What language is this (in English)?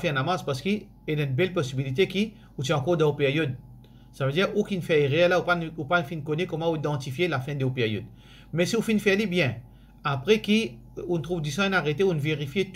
Morisyen